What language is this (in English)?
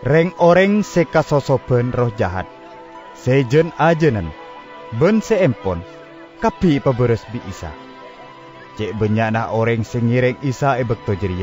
Madurese